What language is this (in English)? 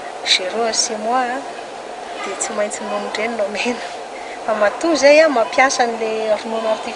Malagasy